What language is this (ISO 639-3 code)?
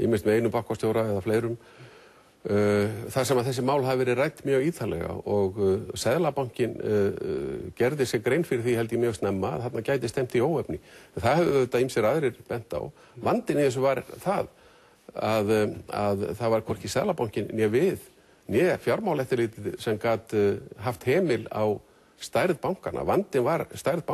isl